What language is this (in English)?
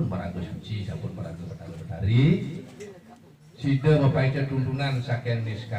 Balinese